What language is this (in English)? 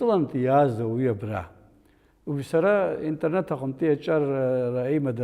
Abkhazian